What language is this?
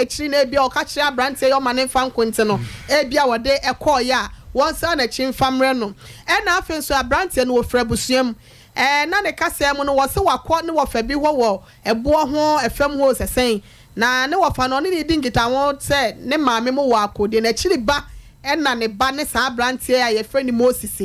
Akan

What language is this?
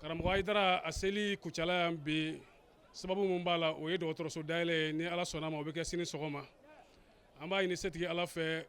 Bambara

